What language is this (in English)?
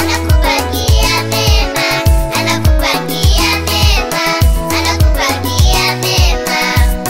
Gusii